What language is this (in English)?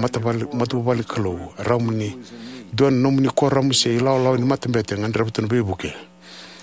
Fijian